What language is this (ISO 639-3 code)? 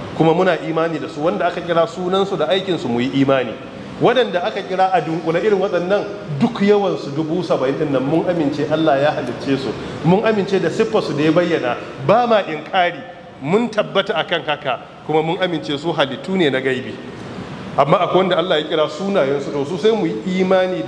hau